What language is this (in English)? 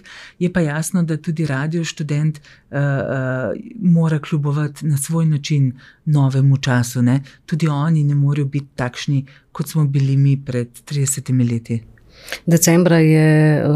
Slovenian